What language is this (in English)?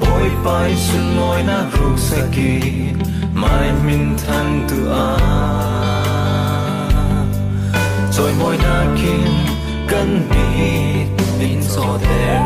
Falam Chin